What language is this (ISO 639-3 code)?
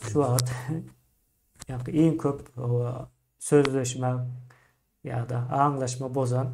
tuk